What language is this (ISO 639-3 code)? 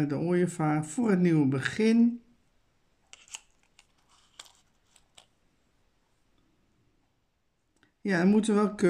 nld